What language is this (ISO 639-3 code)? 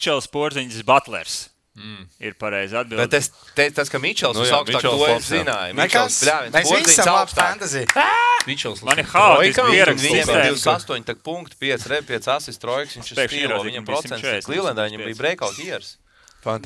lav